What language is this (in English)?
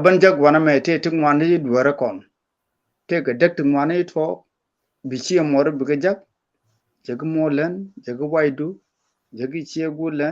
Nuer